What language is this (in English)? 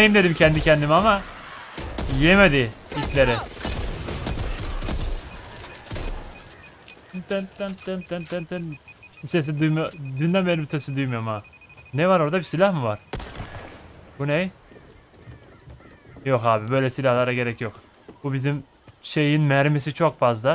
Turkish